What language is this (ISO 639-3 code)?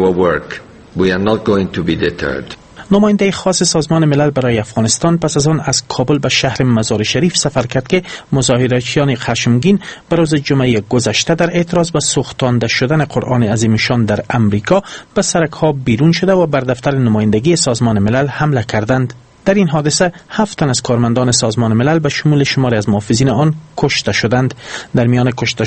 fas